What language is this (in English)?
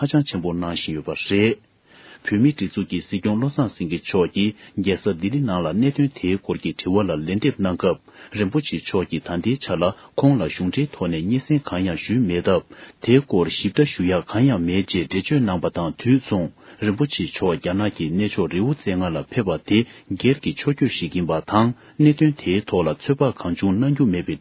Tibetan